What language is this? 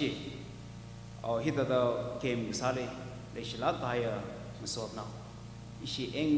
Tangkhul Naga (India)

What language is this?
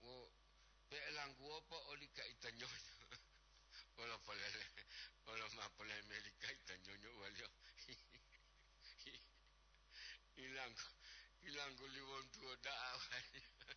Gorontalo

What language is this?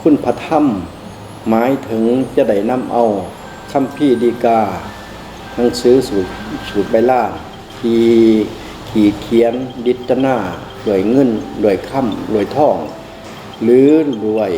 Lao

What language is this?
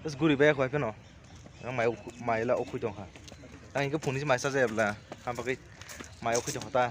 Kok Borok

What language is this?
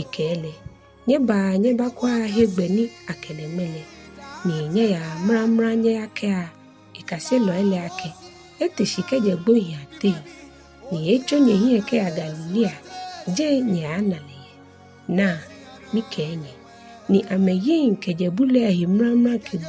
Ga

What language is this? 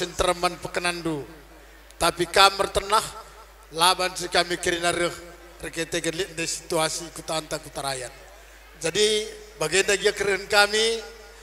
Batak Karo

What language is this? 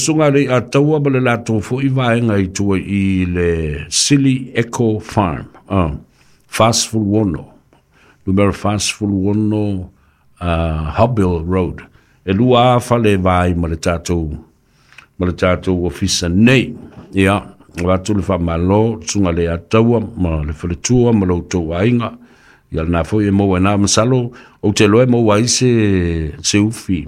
Samoan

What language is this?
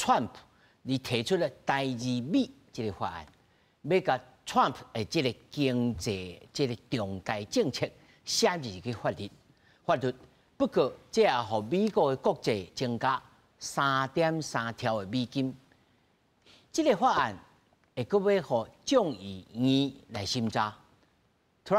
Min Nan Chinese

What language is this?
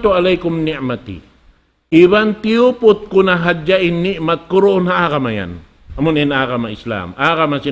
Tausug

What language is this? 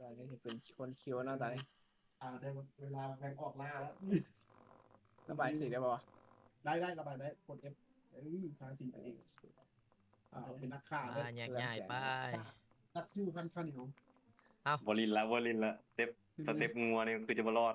Lao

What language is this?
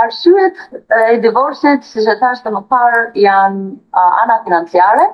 Albanian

